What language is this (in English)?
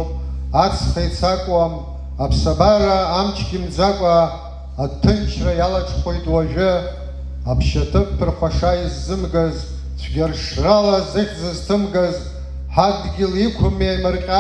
Abkhazian